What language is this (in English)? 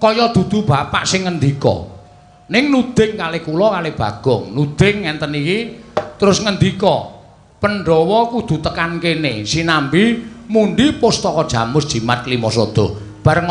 Javanese